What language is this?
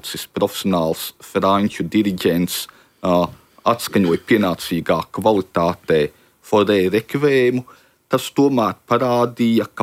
Latvian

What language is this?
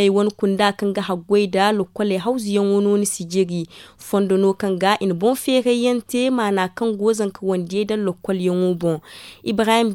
Zarma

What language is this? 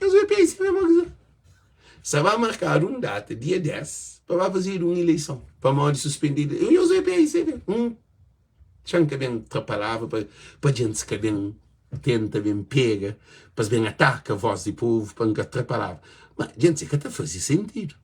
Kabuverdianu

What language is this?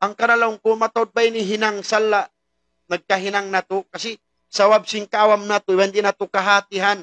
Tausug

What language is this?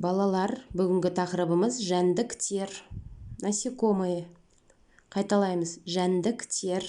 Kazakh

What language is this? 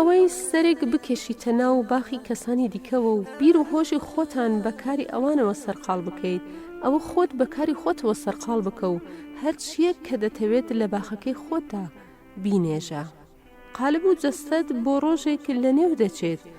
Central Kurdish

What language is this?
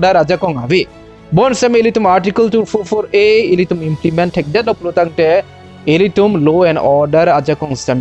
Karbi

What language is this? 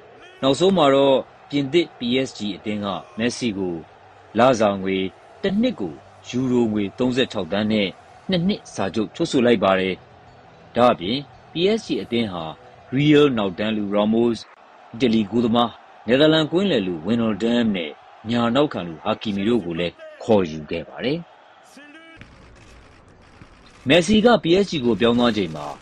Burmese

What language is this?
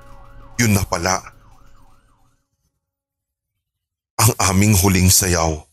Filipino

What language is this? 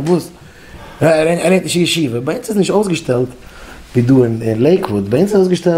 Yiddish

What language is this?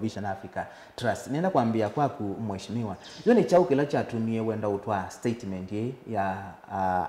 Kamba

